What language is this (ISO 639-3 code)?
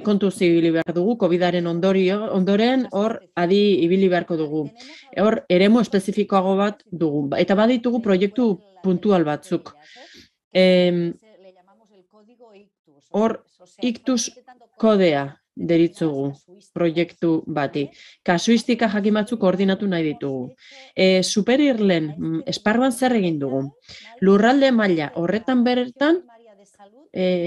eus